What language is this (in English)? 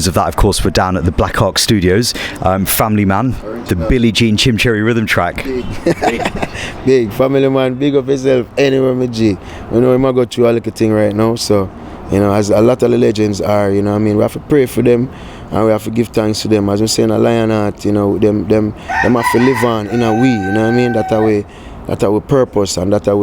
Jamaican Creole English